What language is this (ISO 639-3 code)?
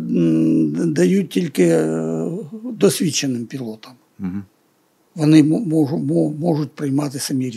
ukr